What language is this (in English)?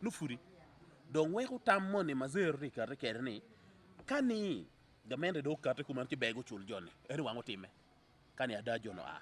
Acoli